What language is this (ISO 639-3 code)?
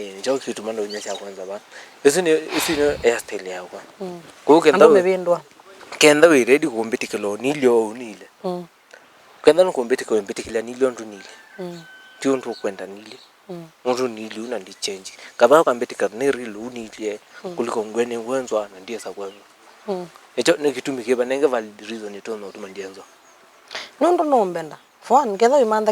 kam